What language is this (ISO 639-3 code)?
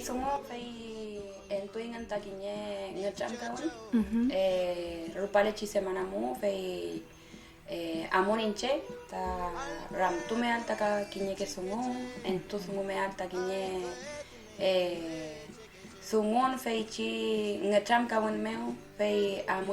arn